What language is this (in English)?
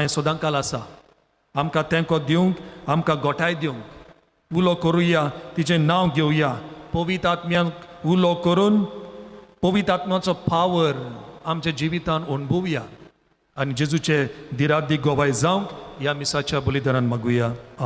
Konkani